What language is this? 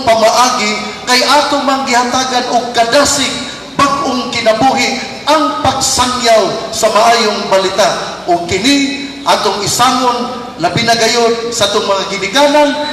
Cebuano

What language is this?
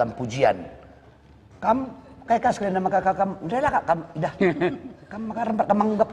Batak Karo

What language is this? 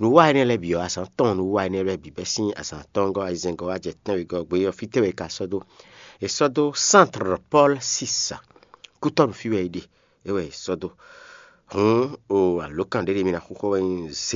Fon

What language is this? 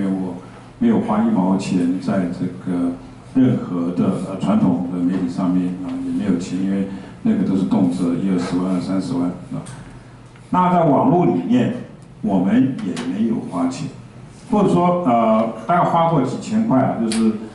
Chinese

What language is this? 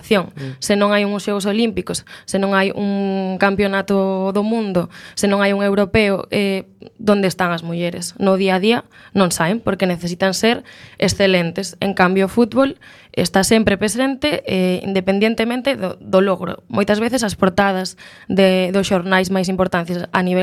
Galician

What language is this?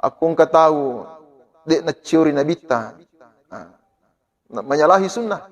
Buginese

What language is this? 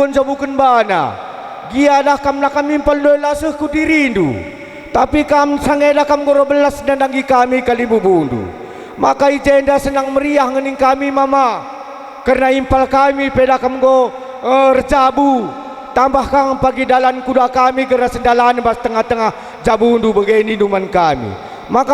Batak Karo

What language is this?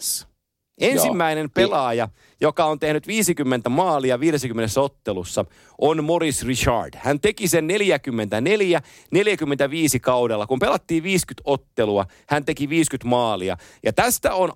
Finnish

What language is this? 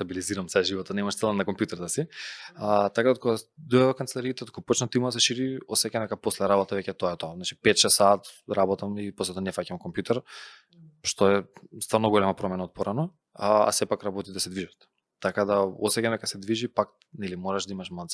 Macedonian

